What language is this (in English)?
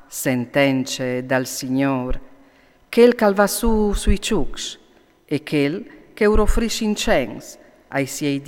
Friulian